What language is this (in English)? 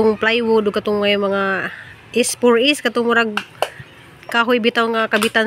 Cebuano